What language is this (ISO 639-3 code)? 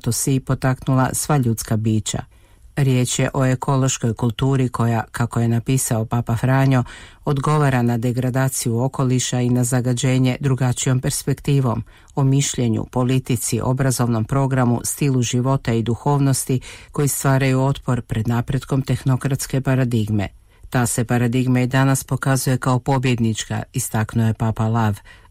hrv